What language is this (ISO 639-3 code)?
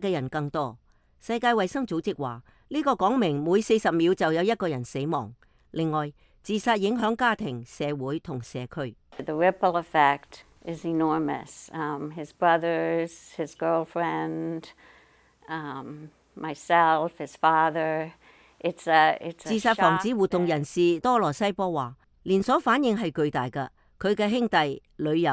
yue